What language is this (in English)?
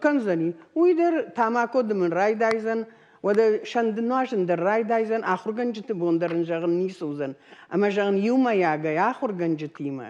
Ossetic